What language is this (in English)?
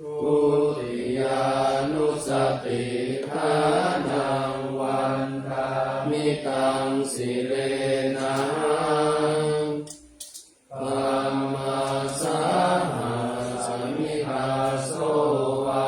Pali